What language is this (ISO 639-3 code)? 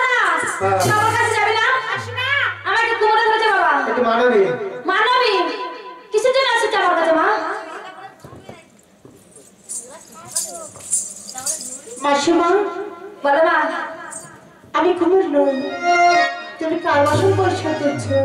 ben